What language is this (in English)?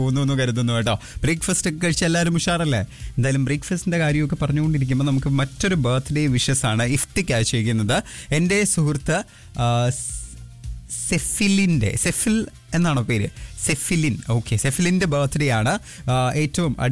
Malayalam